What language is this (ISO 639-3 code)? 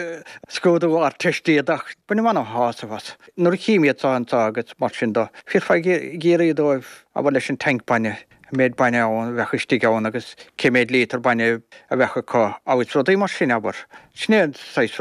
gle